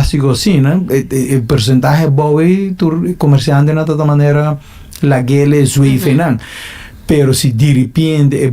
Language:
Papiamento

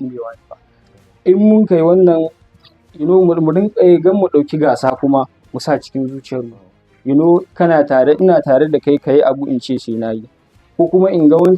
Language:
Hausa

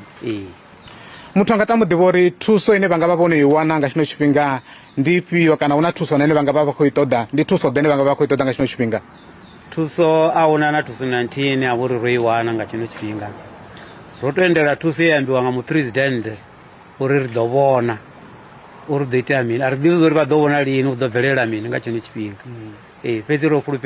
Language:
Venda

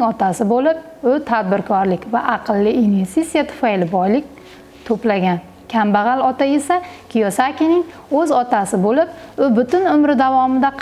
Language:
Uzbek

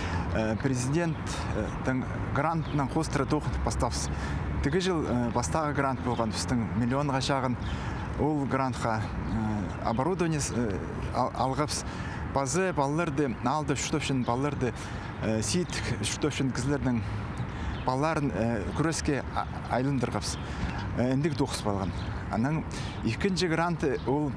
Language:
Khakas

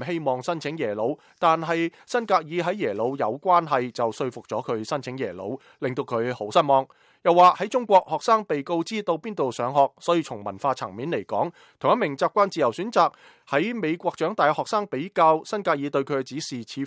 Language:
Cantonese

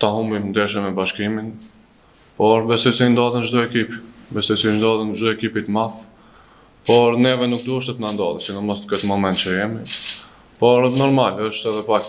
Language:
Albanian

